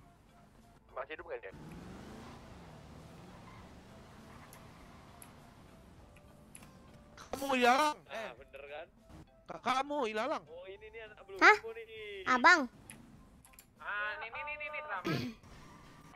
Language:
Indonesian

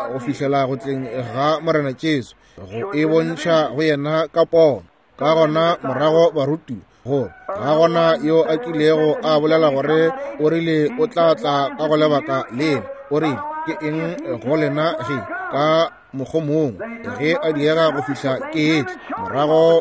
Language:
Northern Sotho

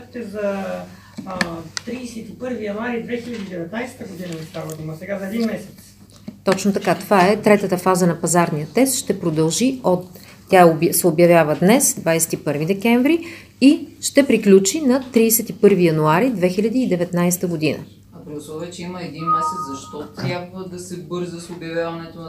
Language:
Bulgarian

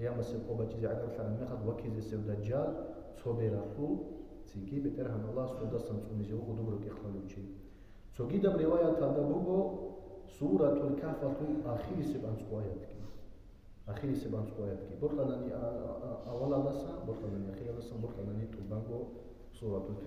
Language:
Avaric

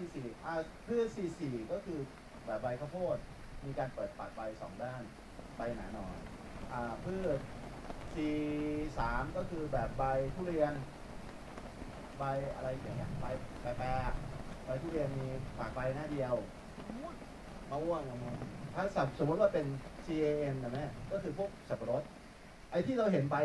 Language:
Thai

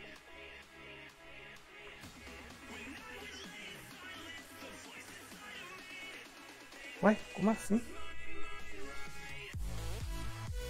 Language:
Portuguese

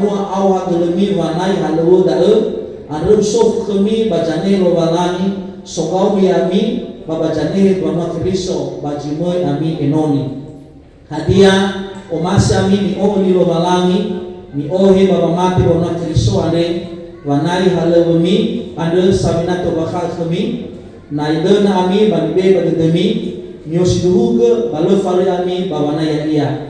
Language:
Nias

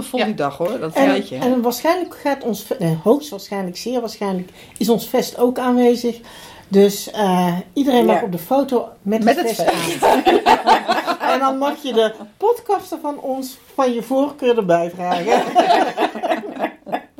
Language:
Dutch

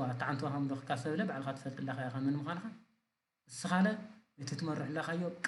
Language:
Tigrinya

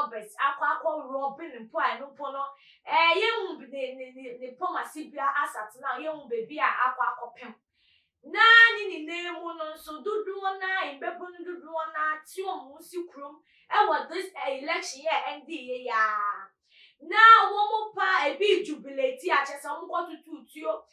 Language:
Akan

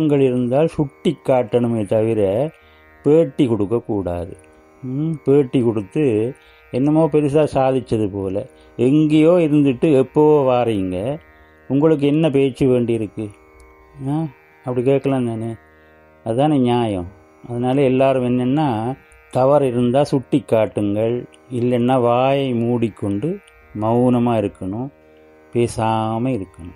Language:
Tamil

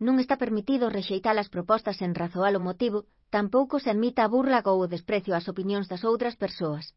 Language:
Galician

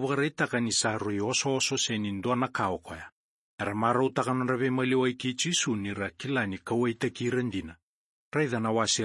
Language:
Fijian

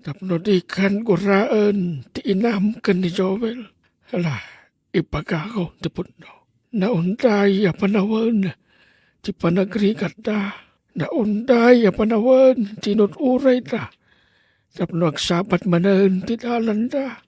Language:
Iloko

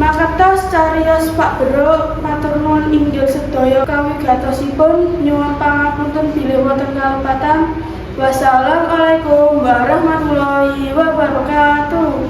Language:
Javanese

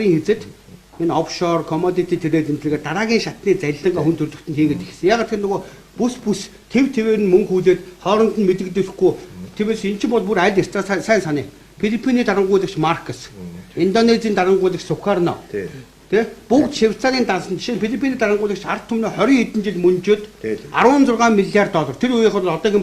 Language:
Mongolian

